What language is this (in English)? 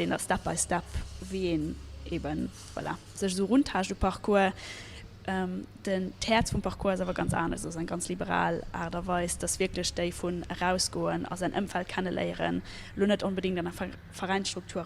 Luxembourgish